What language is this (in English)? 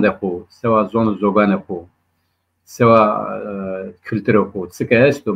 Zaza